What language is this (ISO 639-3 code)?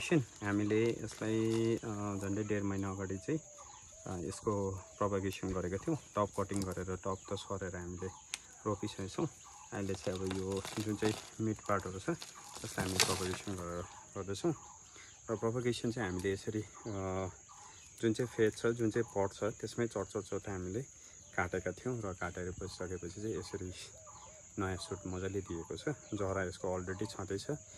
nep